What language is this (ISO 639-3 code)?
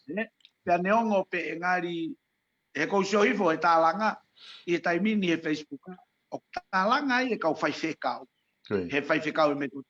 ton